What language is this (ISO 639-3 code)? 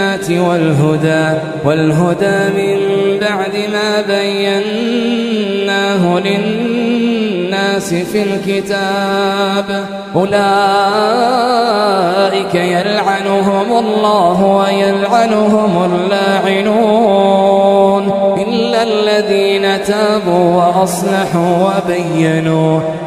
ara